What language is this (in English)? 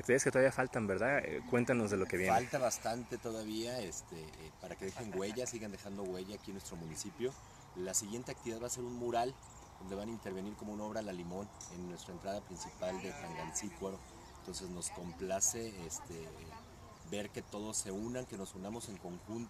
Spanish